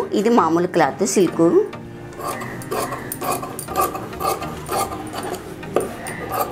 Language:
Telugu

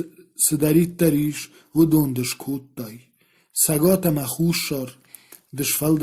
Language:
Ossetic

